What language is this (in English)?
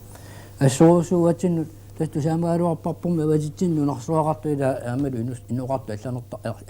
Kalaallisut